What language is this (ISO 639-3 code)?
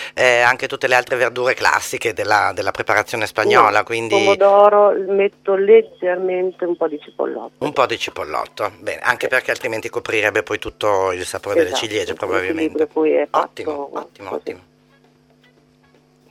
ita